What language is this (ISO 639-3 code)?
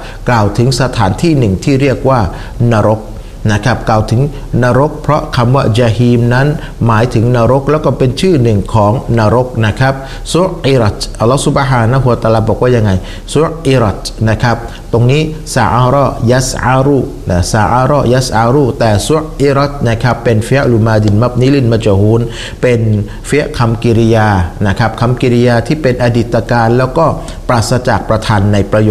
tha